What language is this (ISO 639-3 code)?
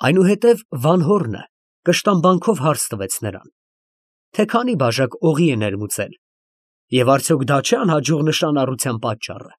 hye